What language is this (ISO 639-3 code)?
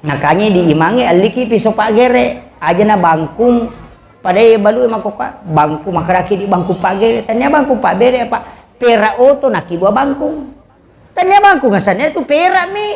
bug